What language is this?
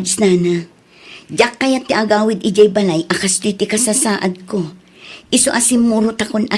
Iloko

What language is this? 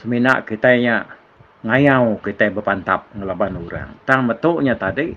Iban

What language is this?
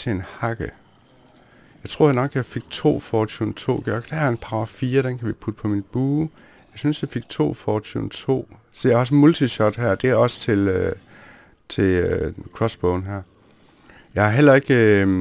Danish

